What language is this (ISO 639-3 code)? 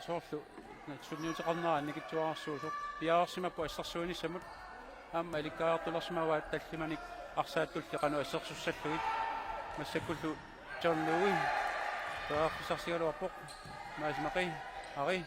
kal